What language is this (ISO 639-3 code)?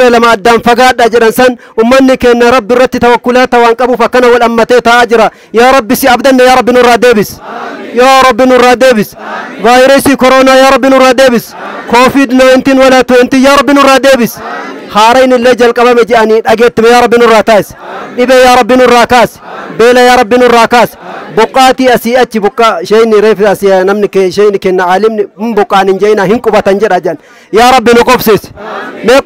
orm